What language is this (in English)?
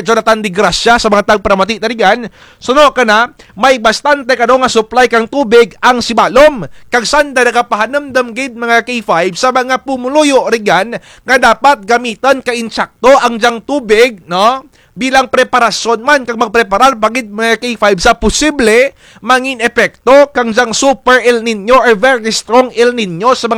Kinaray-a